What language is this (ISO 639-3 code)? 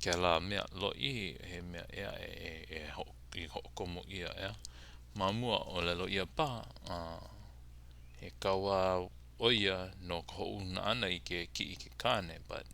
haw